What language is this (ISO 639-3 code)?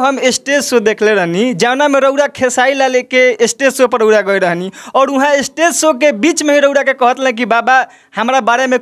bho